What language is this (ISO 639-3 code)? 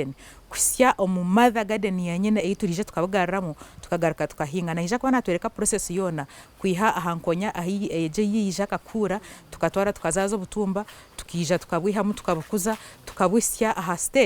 nyn